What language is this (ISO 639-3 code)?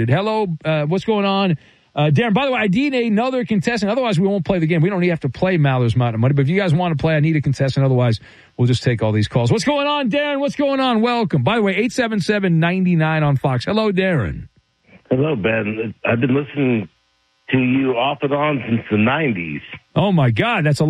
eng